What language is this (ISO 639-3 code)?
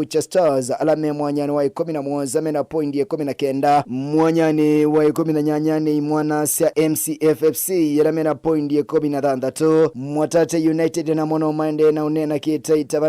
kam